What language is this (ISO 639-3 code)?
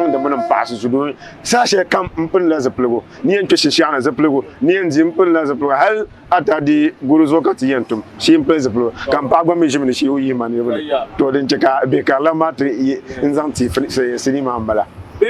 dag